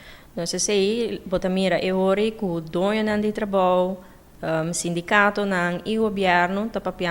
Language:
Papiamento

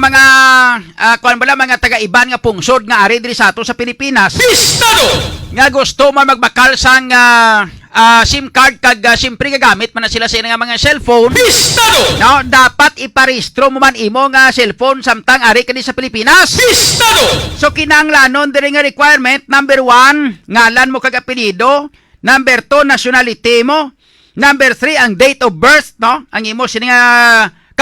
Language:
Hiligaynon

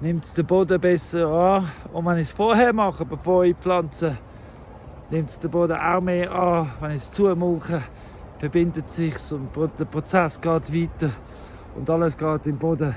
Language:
Swiss German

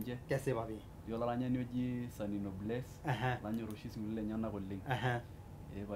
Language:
Masai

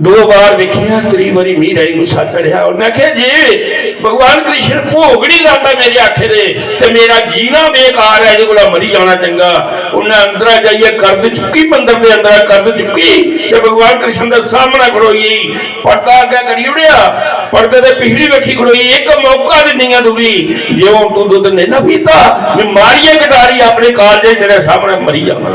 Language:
Dogri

